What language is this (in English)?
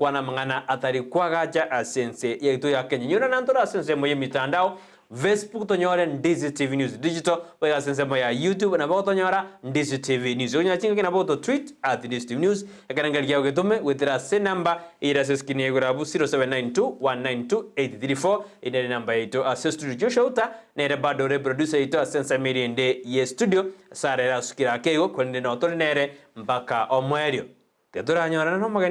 Gusii